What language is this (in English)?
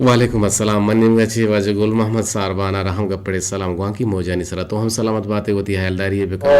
Eastern Balochi